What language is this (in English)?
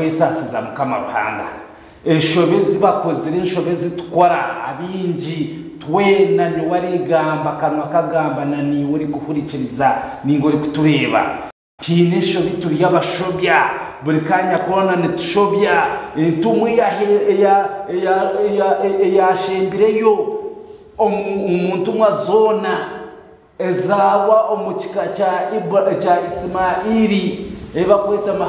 Nyankole